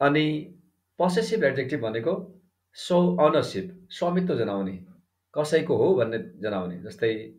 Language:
Nepali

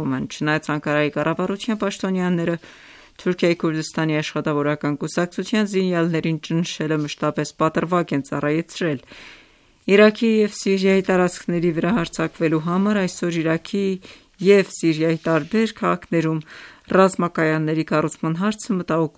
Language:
Armenian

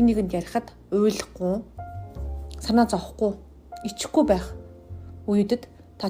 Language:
Mongolian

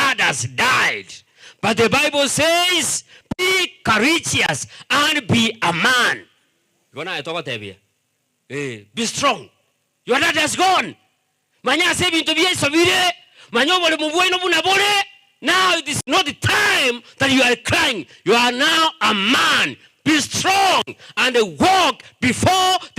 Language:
Gusii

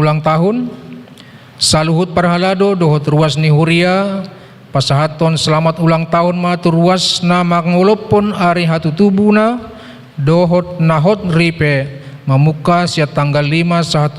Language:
Batak Toba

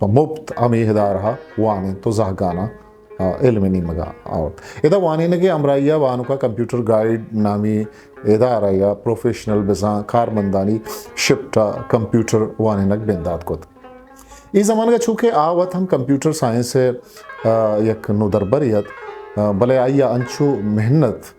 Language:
Eastern Balochi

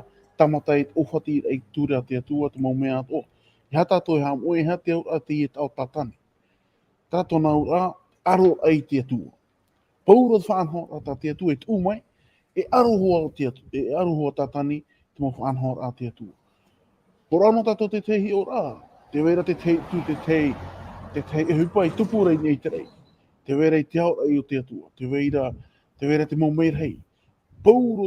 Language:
Tahitian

